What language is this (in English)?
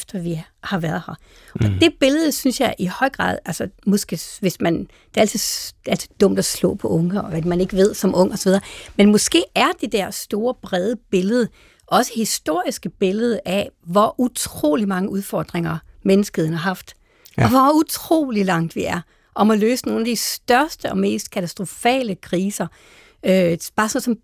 Danish